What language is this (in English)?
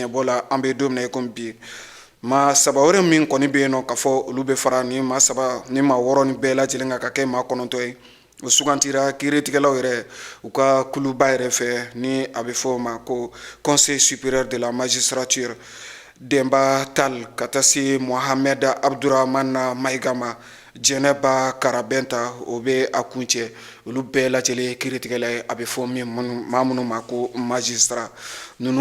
Bambara